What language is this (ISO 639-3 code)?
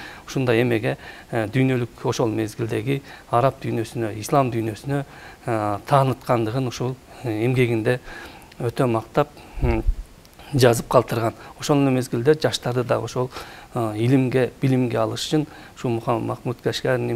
kir